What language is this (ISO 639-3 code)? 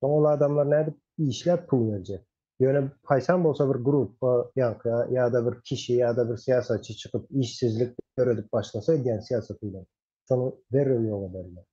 tuk